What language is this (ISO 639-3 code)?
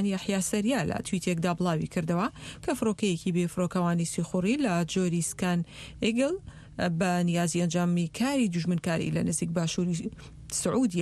ckb